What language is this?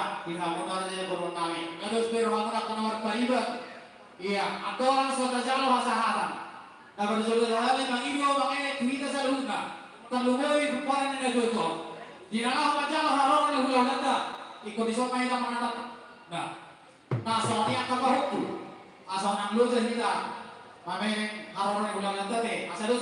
Batak Toba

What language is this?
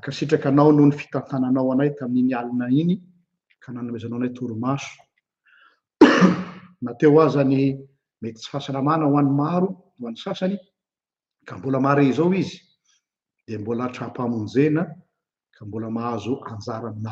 Malagasy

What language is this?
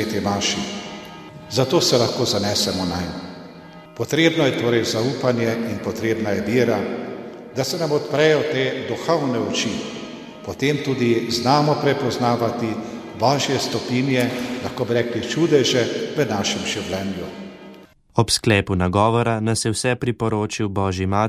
Slovenian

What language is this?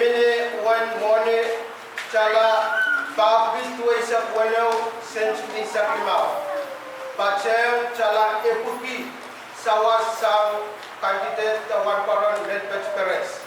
Pohnpeian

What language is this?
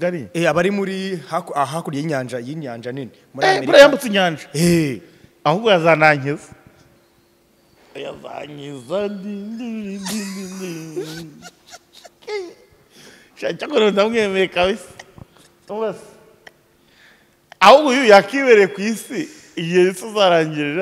Kinyarwanda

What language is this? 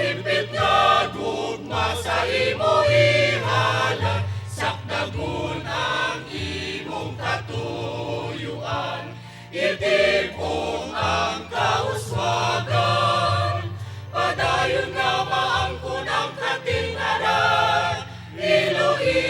Hiligaynon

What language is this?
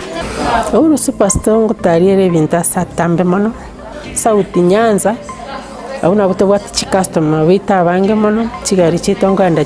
Gusii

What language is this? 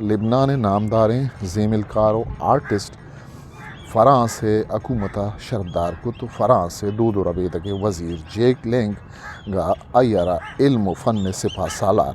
Eastern Balochi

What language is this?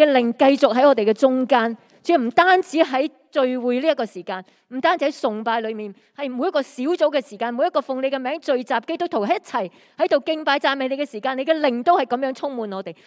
Cantonese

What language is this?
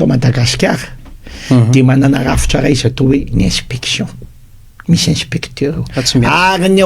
Malagasy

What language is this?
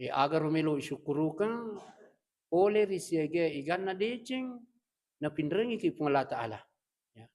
Buginese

